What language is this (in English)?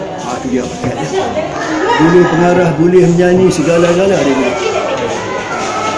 Malay